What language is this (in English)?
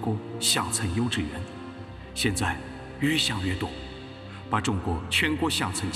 Chinese